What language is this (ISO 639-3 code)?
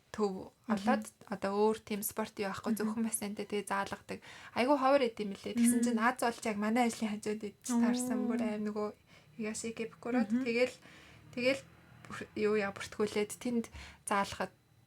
mon